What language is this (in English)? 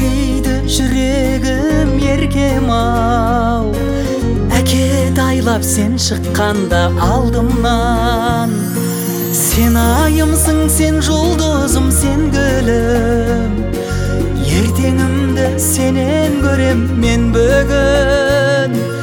Kazakh